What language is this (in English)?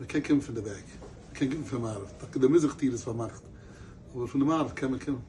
Yiddish